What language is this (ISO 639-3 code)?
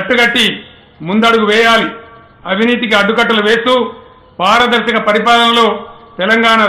tel